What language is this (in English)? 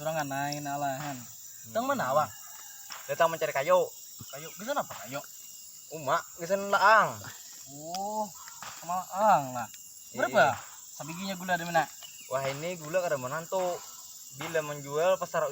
Banjar